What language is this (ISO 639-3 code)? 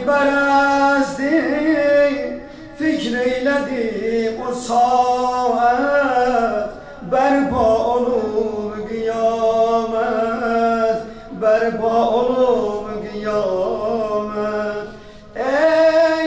tur